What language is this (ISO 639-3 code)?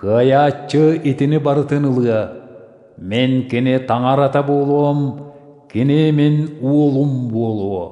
sah